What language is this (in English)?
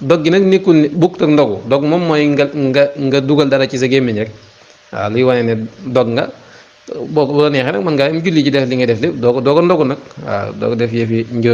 Wolof